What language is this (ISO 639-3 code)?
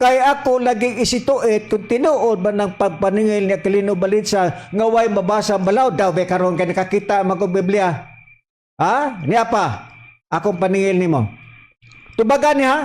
ceb